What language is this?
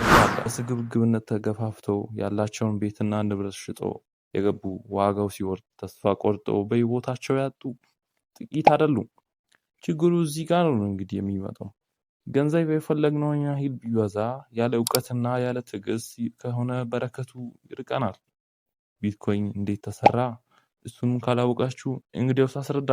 Amharic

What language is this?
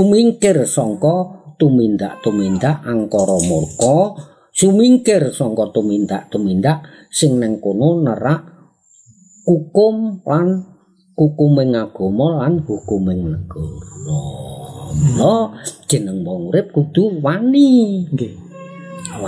Javanese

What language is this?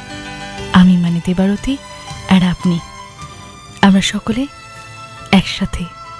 Bangla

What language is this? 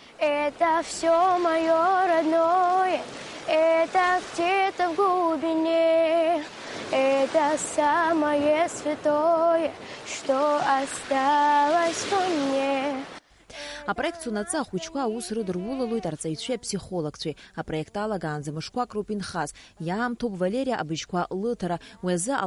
Abkhazian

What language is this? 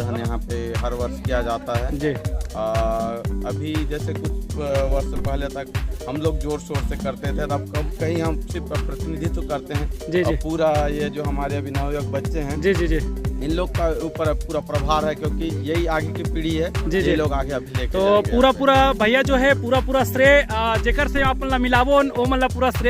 Chhattisgarhi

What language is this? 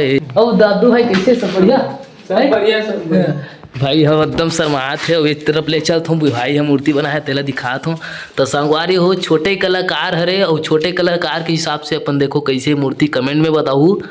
Chhattisgarhi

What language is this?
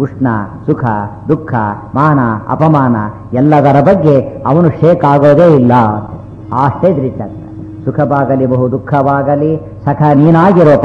Kannada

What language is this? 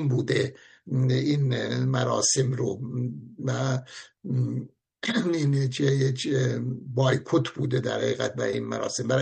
Persian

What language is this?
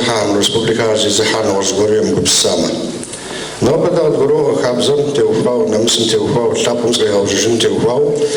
Kabardian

